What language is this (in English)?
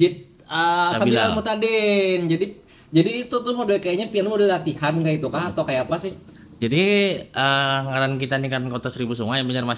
Banjar